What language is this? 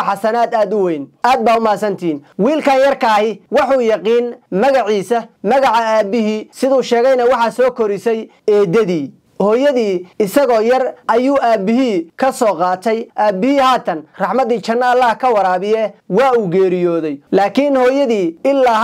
Somali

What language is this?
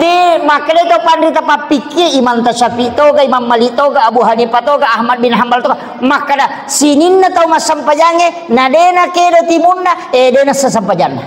Buginese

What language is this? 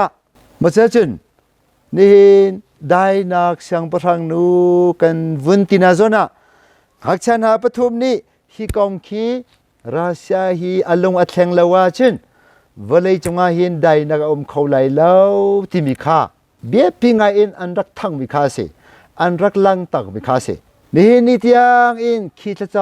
Hakha Chin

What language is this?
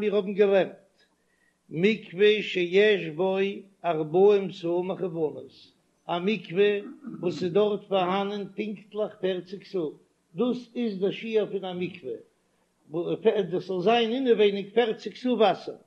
Yiddish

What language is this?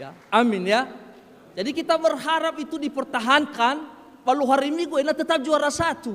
Nias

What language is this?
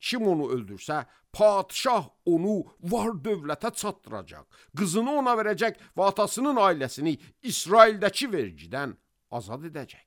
Azerbaijani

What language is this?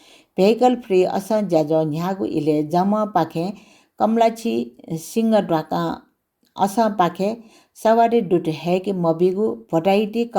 Newari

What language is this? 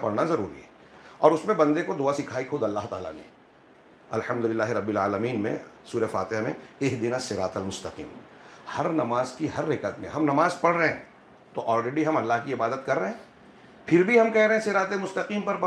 Urdu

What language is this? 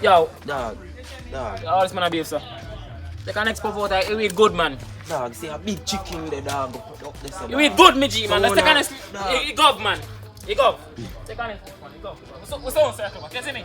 Jamaican Creole English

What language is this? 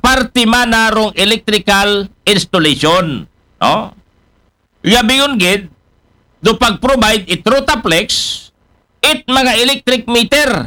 Aklanon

